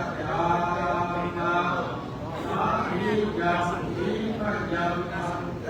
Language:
Pali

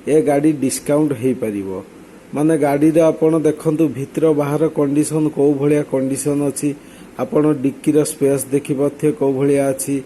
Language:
Odia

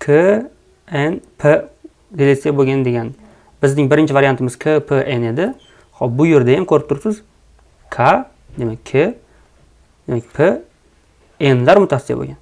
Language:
Uzbek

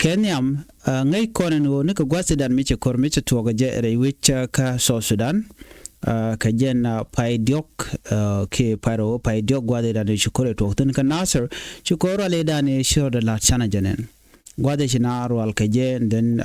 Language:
Nuer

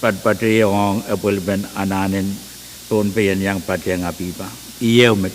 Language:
Pohnpeian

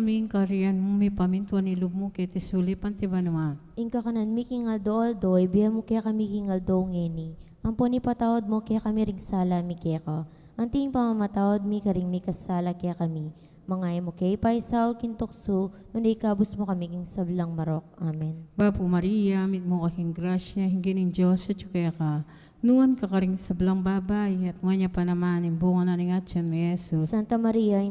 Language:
Pampanga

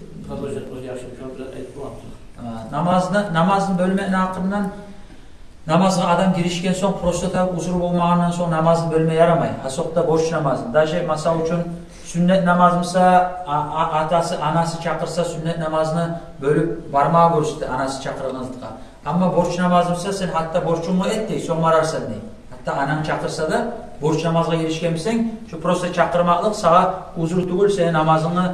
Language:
Kumyk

